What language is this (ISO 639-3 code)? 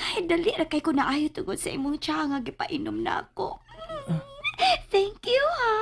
ceb